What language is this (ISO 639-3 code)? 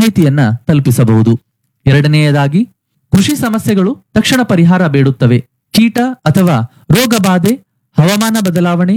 kan